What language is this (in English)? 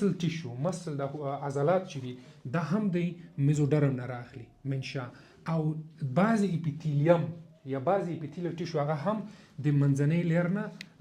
Pashto